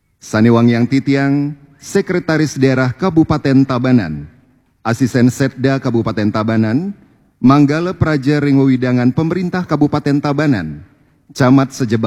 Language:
Balinese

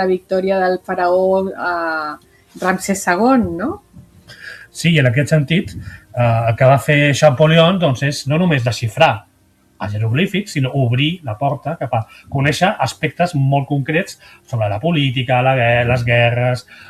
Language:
Catalan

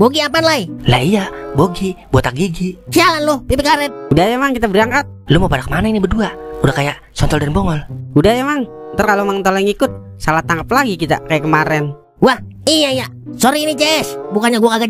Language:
Betawi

